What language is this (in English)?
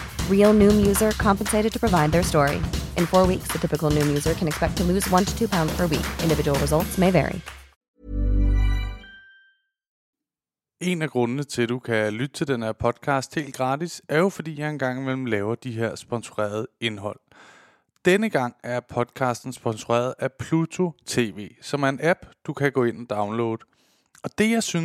Danish